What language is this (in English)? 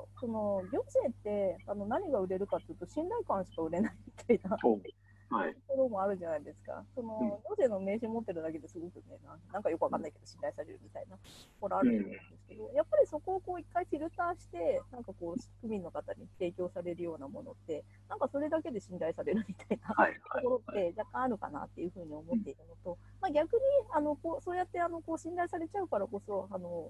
Japanese